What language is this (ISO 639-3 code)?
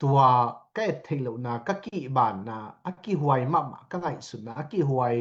ctd